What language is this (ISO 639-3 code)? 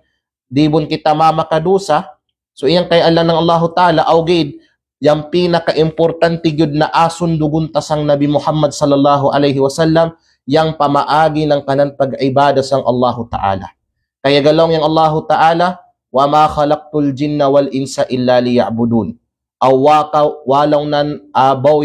kqe